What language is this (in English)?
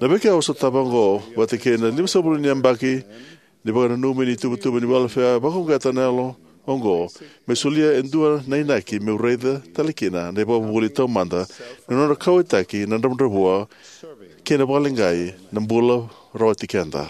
Fijian